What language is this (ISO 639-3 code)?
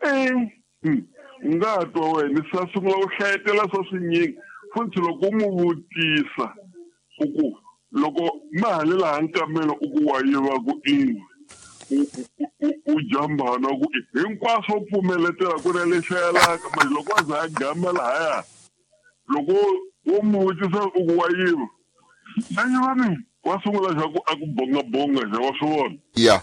tso